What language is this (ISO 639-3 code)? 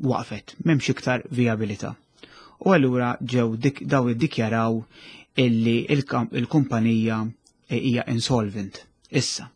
mlt